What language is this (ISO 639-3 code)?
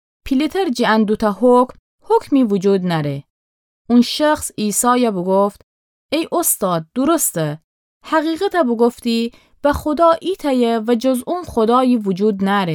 glk